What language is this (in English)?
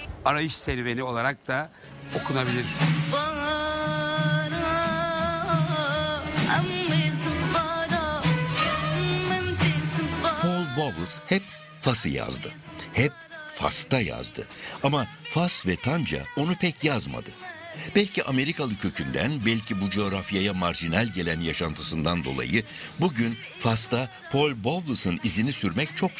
Turkish